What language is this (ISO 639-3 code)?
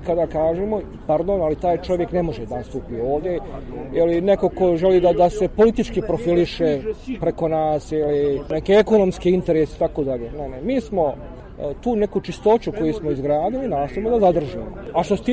bos